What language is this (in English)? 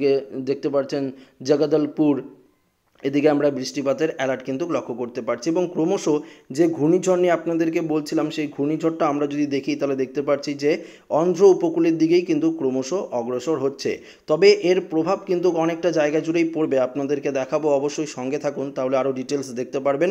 Bangla